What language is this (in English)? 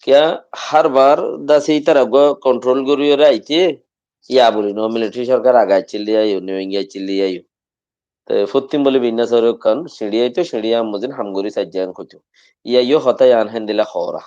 Rohingya